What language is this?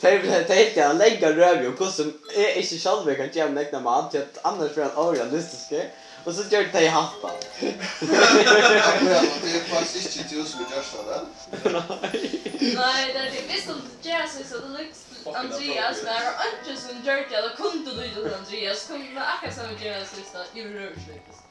Faroese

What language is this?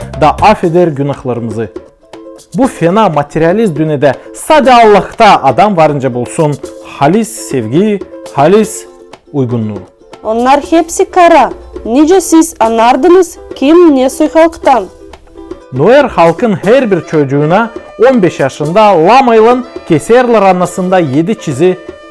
Gagauz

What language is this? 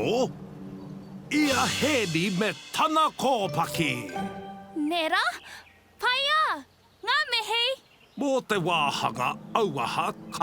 Māori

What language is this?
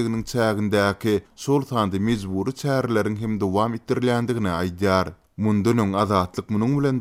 Turkmen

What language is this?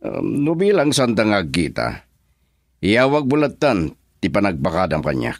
Iloko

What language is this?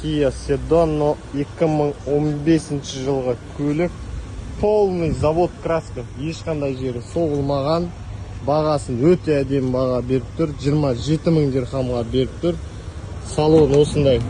Kazakh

